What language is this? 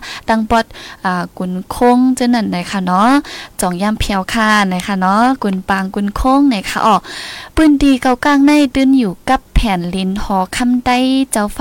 Thai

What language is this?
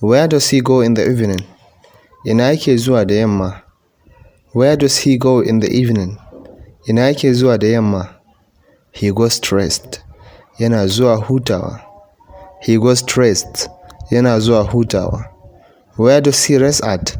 Hausa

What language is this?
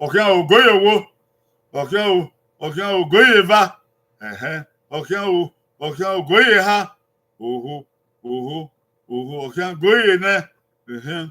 Bini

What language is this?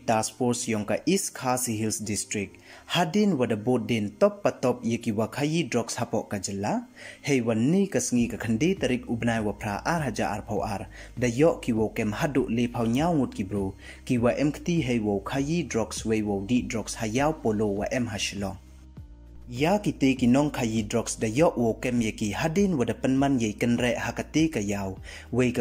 Pnar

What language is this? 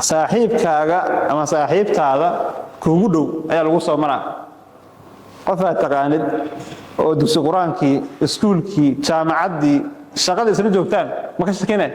Somali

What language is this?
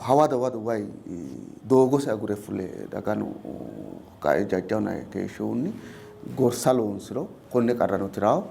Sidamo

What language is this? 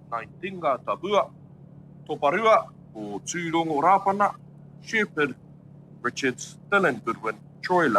Māori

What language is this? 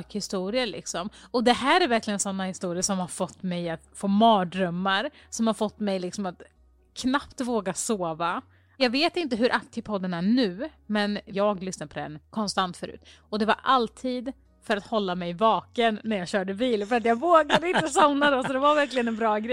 Swedish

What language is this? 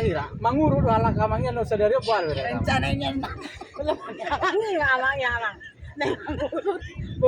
Batak Toba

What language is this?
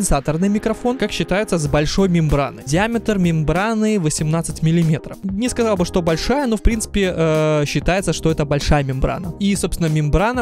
Russian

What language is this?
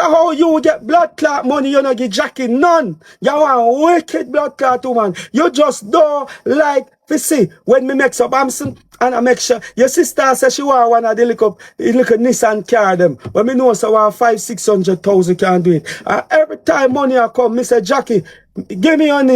Jamaican Creole English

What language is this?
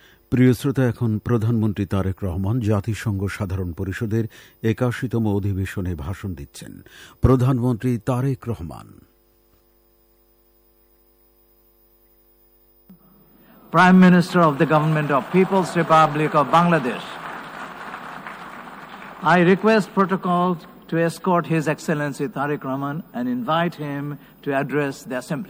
Bangla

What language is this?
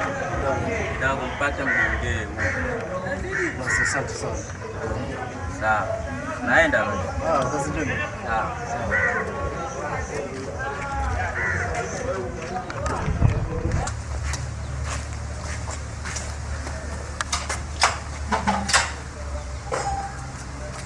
Swahili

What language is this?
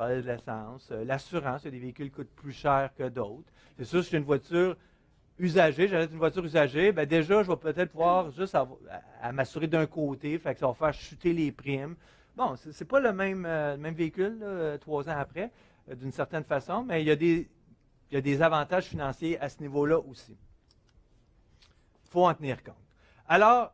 French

